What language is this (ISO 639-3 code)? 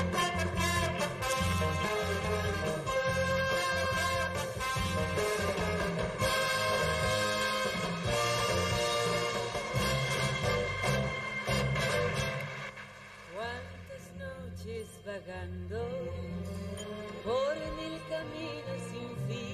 spa